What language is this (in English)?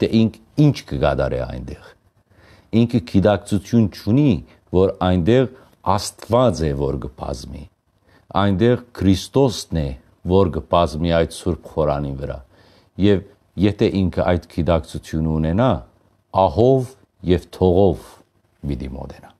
Western Armenian